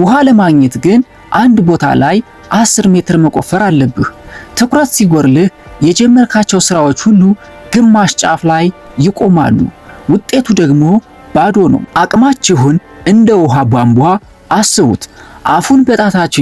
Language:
Amharic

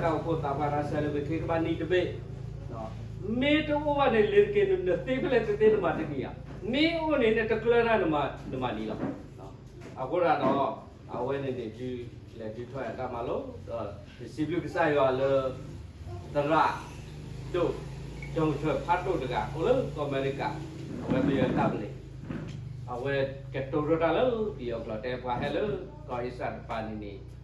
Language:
S'gaw Karen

